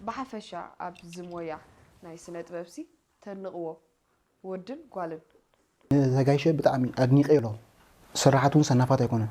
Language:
Tigrinya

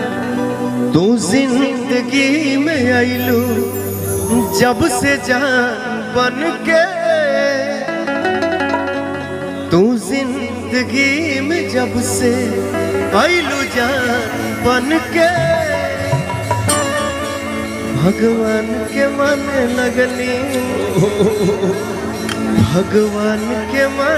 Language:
Bhojpuri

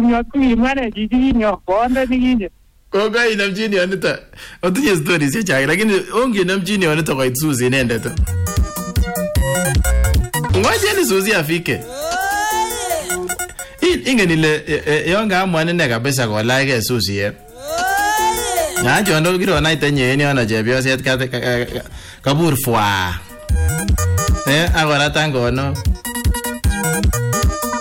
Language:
Swahili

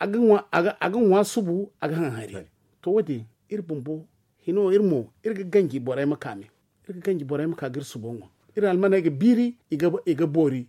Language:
Zarma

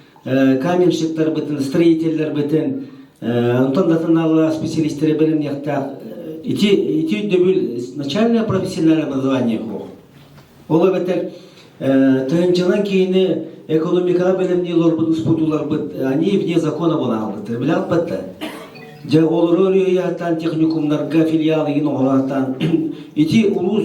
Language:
Yakut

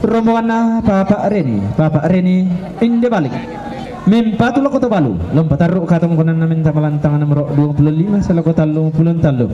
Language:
Toraja-Sa'dan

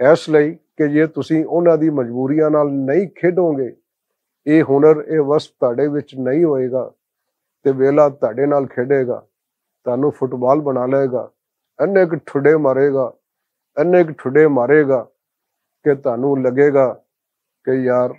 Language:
Western Panjabi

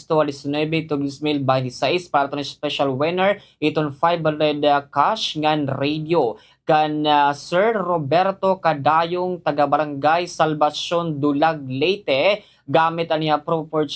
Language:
Waray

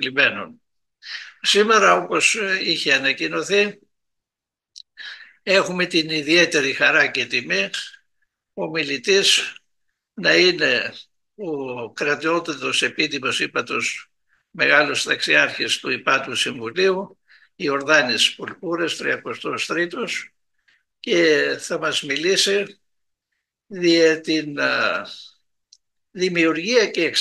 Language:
Greek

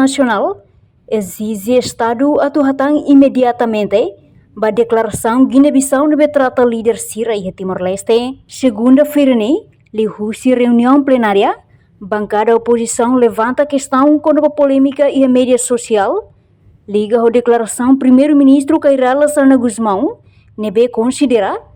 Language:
Tetum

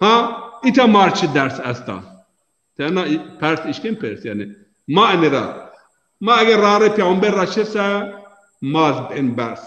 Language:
Zaza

